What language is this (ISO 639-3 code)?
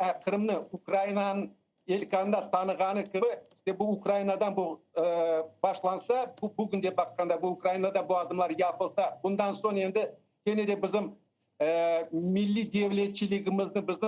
crh